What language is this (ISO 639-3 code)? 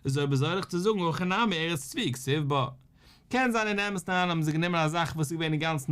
yid